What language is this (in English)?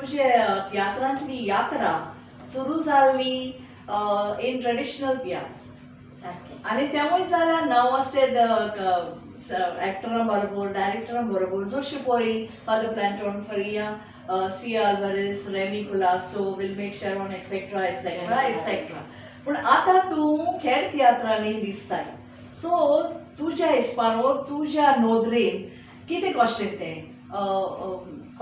Konkani